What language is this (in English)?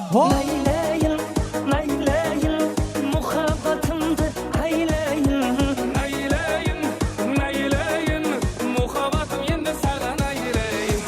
Kara-Kalpak